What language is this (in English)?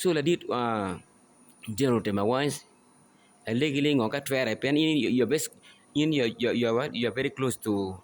Acoli